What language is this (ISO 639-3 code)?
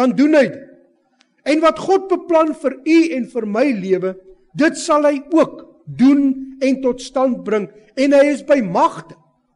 afr